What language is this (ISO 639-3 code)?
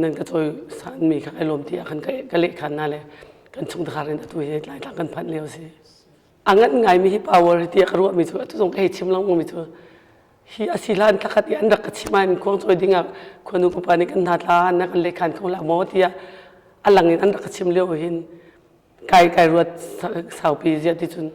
cnh